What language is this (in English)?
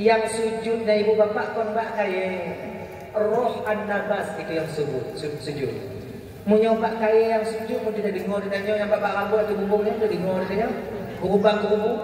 Achinese